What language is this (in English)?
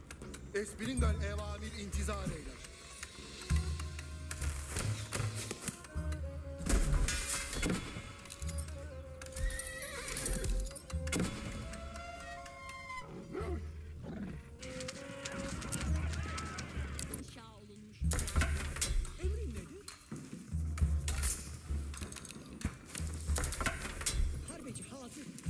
Turkish